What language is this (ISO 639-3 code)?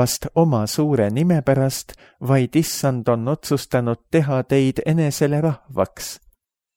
est